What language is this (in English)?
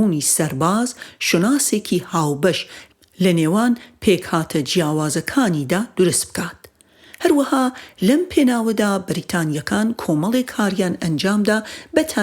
Central Kurdish